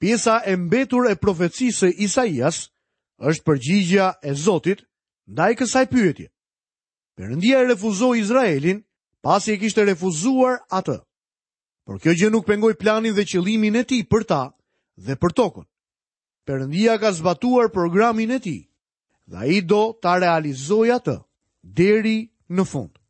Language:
Albanian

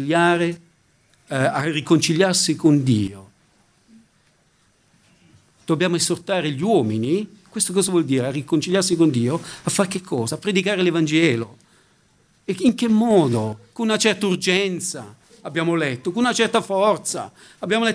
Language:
Italian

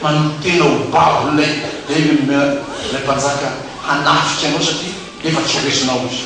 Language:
Malagasy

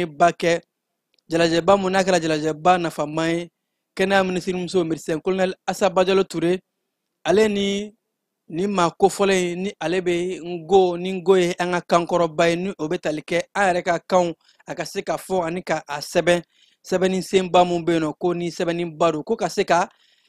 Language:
Bambara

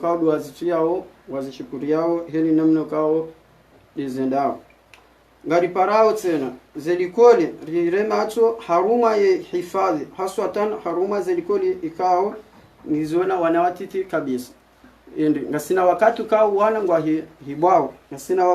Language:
Ngazidja Comorian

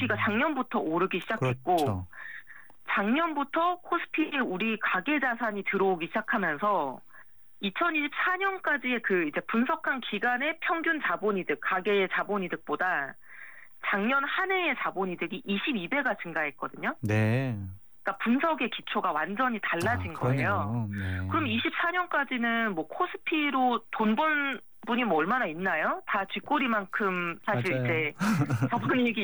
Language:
Korean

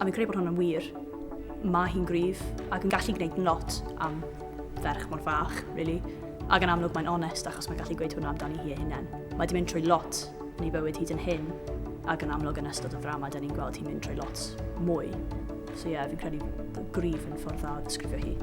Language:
Welsh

